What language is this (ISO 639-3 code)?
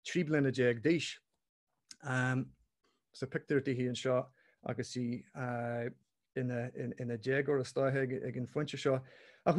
gle